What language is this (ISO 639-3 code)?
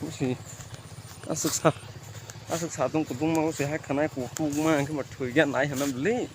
trp